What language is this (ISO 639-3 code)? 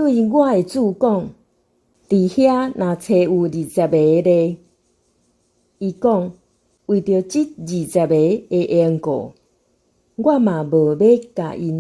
nan